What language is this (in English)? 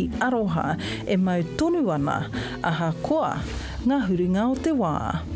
Māori